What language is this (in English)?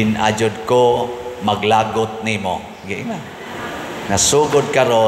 Cebuano